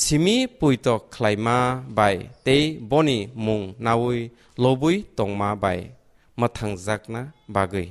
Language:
Kok Borok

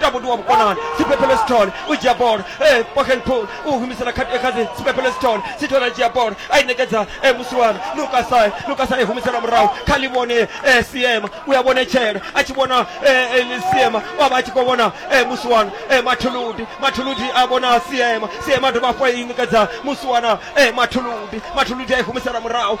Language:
Venda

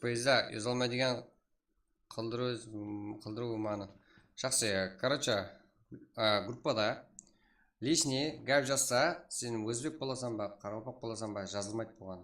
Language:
Kara-Kalpak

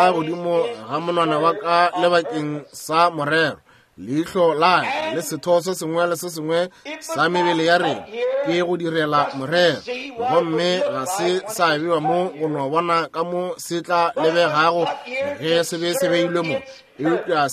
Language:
Northern Sotho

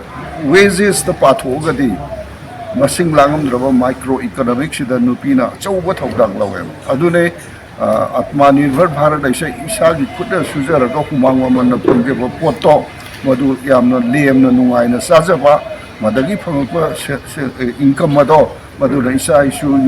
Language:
Manipuri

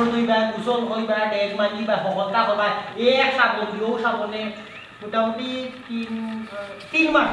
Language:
Sylheti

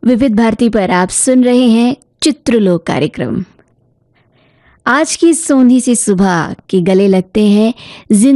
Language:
Hindi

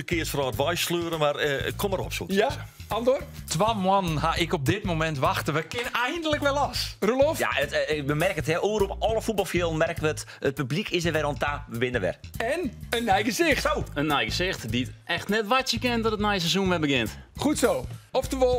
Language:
Western Frisian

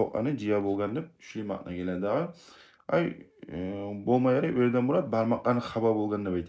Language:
Kumyk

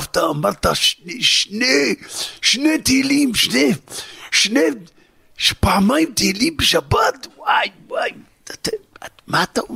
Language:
Hebrew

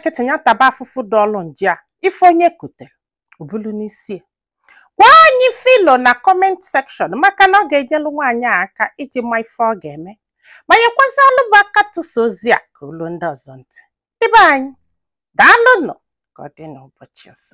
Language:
Igbo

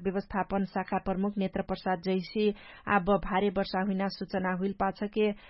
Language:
Dangaura Tharu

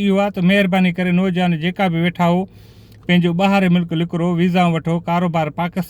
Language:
Sindhi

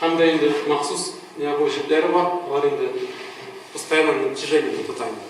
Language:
Tatar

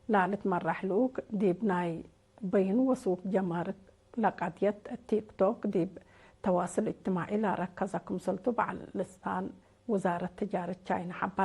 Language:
Tigre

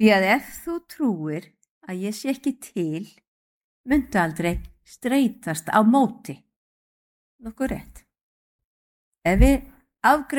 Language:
Icelandic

